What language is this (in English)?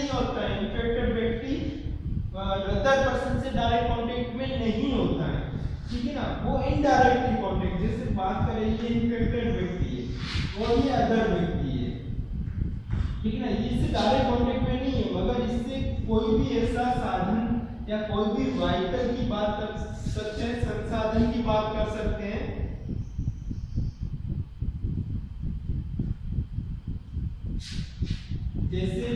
Hindi